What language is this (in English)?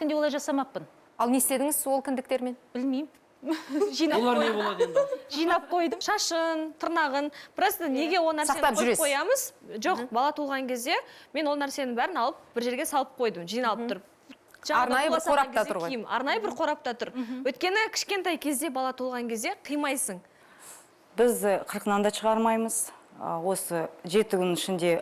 Kazakh